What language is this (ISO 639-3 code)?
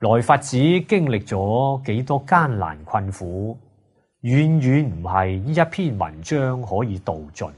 yue